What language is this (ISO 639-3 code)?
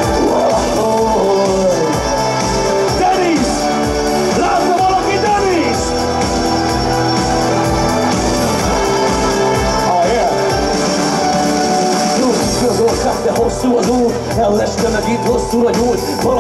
hun